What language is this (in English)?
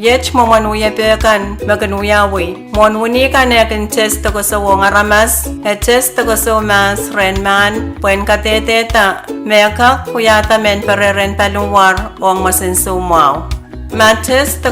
Pohnpeian